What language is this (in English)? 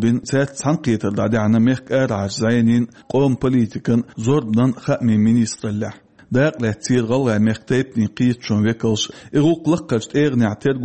Chechen